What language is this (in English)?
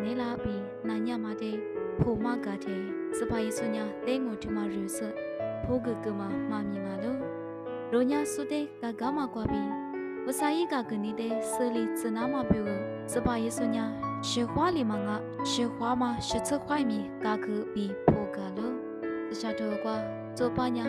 Lisu